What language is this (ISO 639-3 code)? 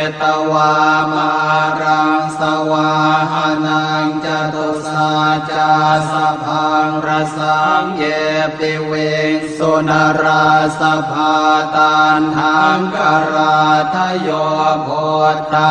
pli